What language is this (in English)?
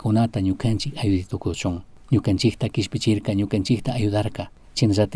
Chimborazo Highland Quichua